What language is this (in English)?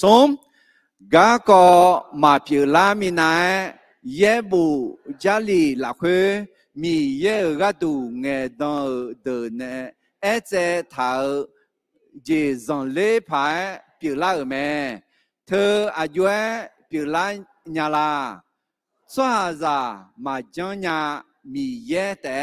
Akha